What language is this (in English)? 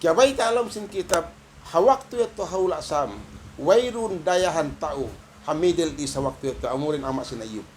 Tausug